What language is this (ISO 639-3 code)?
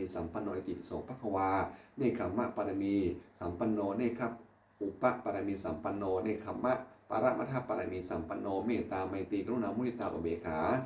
pli